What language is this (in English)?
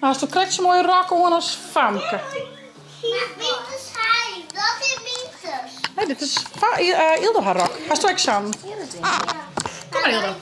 Western Frisian